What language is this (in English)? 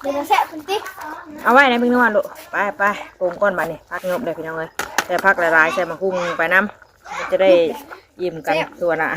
Northeastern Thai